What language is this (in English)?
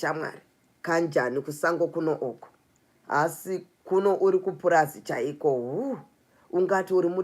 Shona